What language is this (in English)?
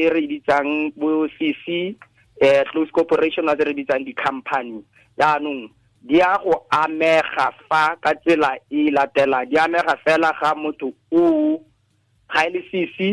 Tswana